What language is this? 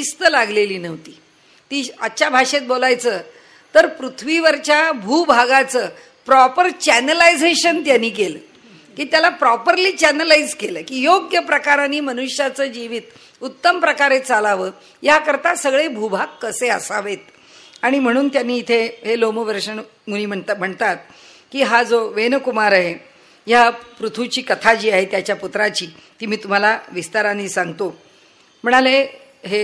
Marathi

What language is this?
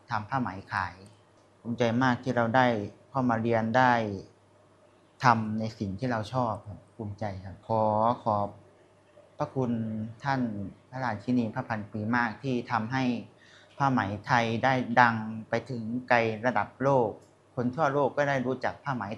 Thai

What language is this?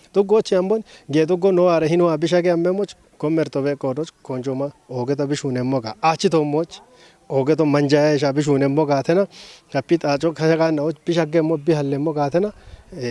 Kafa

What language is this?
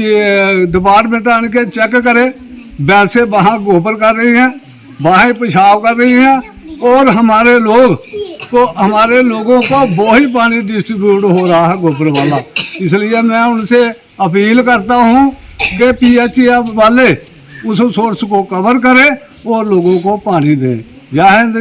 Dogri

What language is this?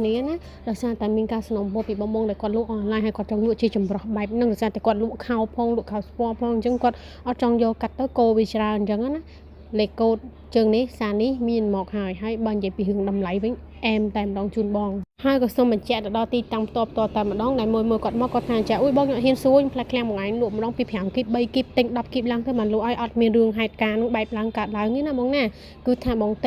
Khmer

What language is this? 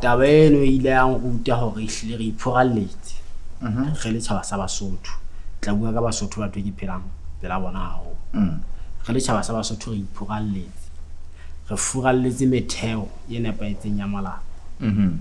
Southern Sotho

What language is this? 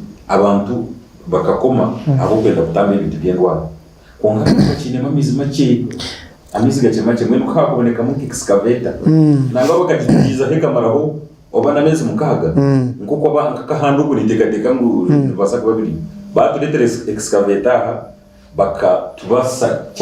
Nyankole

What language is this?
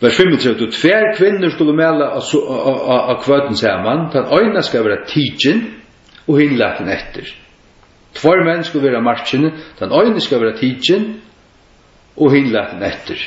Faroese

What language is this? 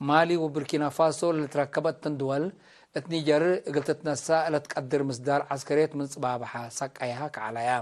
Tigre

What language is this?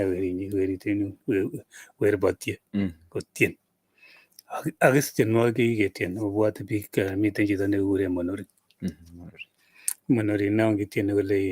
Kalenjin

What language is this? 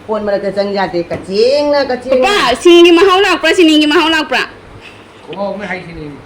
Manipuri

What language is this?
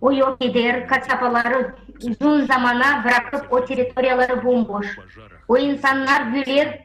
Gagauz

